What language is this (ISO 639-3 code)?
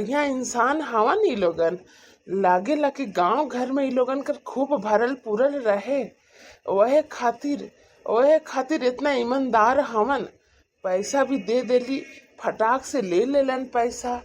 bho